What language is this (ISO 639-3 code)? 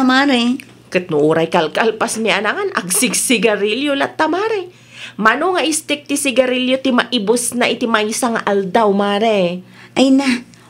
ilo